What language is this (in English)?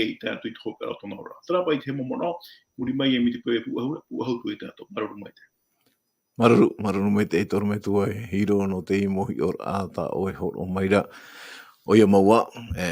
Tahitian